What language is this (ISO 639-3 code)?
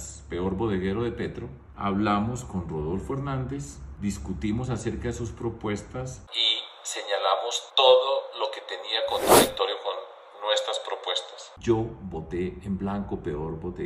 spa